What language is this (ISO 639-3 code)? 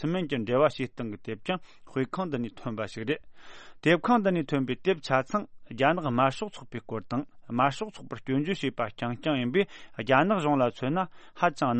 bod